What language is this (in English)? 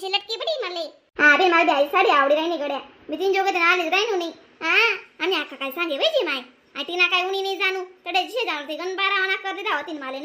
Khandesi